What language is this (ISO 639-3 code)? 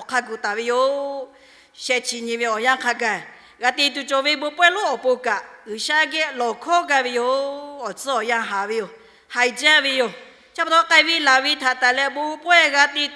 lhu